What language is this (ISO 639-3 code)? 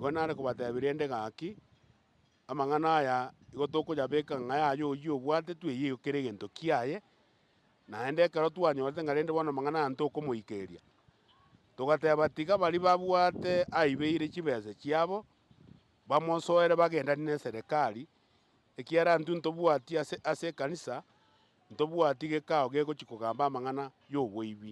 guz